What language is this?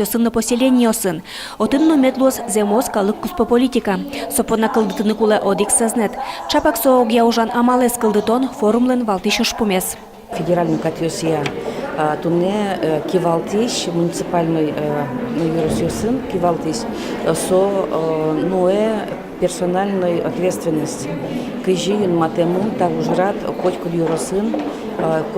Udmurt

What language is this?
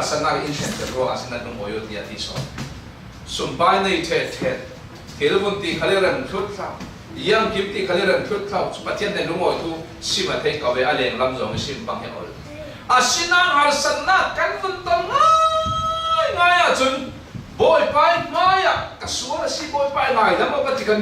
Falam Chin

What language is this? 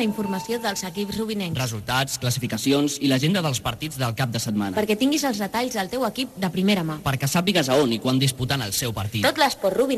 Catalan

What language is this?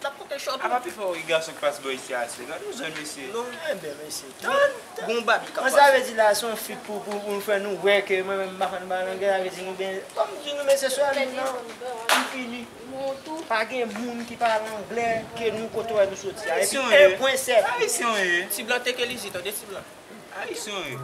Haitian Creole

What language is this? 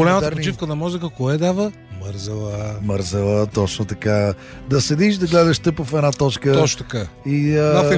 Bulgarian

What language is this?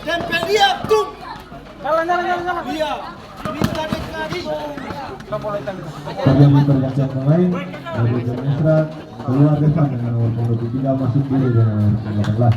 Ambonese Malay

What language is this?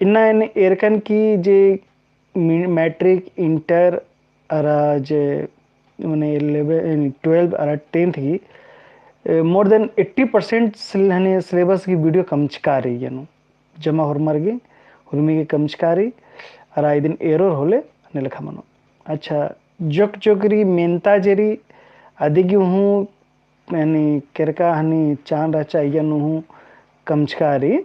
Kurukh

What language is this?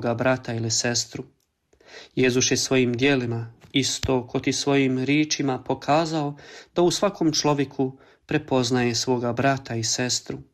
Croatian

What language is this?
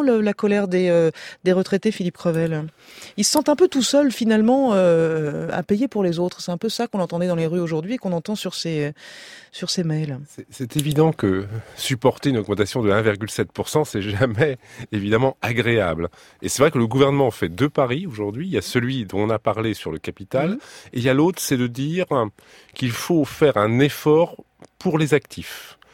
French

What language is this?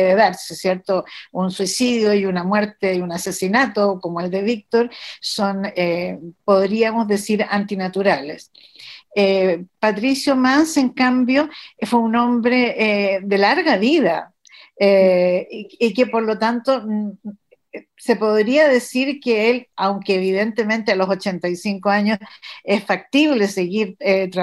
Spanish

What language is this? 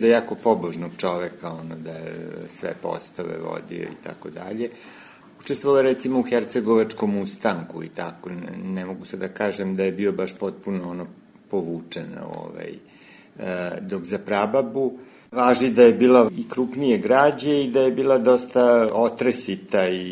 Serbian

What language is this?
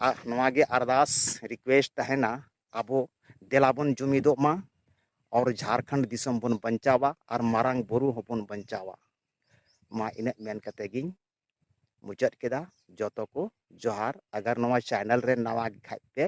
Santali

